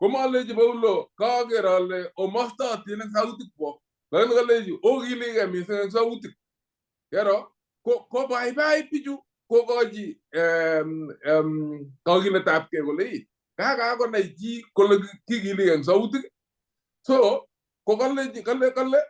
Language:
Kalenjin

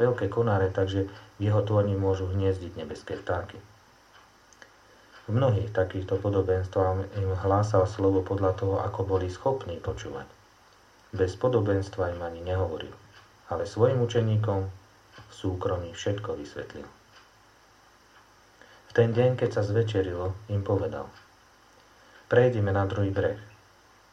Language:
Slovak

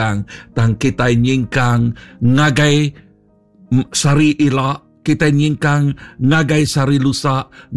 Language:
Iban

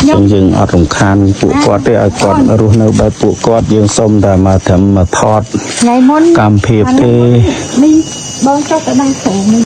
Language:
Khmer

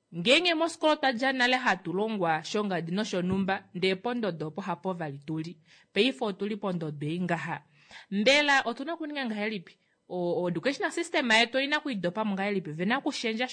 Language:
Kuanyama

